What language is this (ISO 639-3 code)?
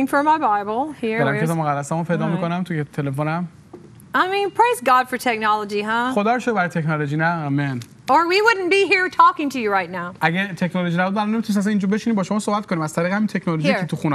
fas